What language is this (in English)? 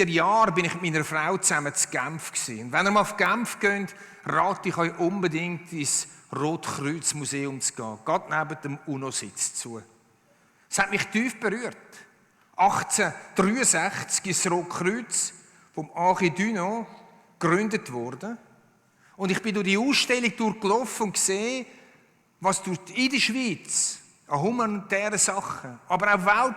Swiss German